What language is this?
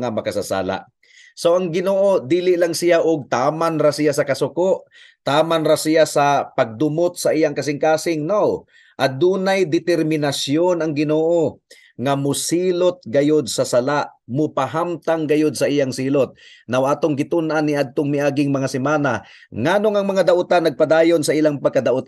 Cebuano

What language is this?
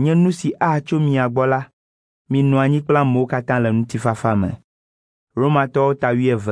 Ewe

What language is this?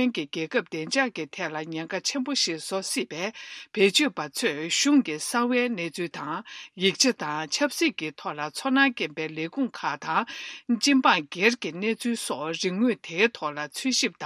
Tibetan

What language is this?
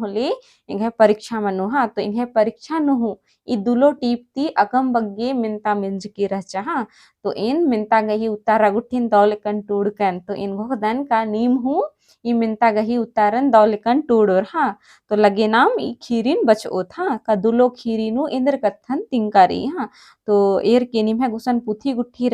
Kurukh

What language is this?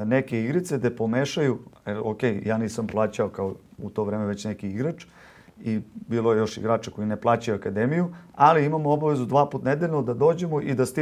Serbian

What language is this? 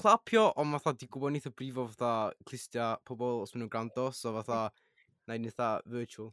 Welsh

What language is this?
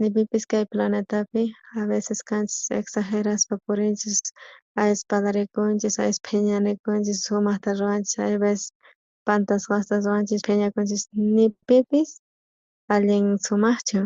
South Bolivian Quechua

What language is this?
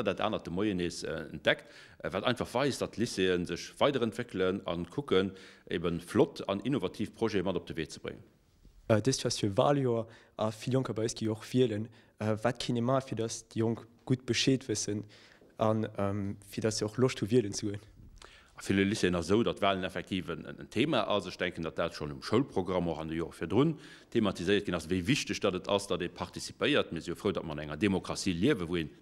Luxembourgish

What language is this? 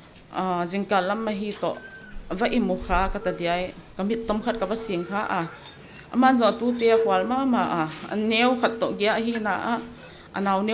Paite Chin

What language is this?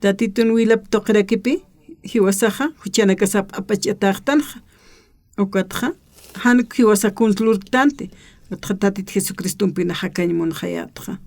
Aymara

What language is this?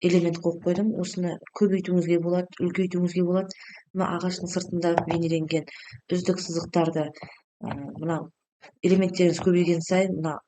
Kazakh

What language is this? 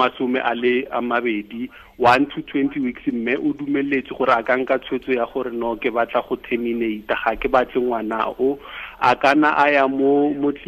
Tswana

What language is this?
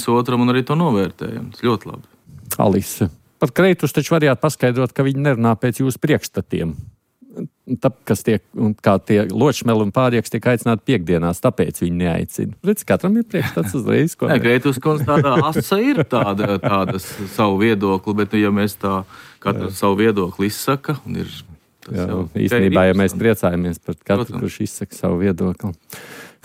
Latvian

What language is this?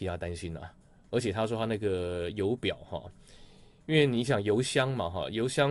Chinese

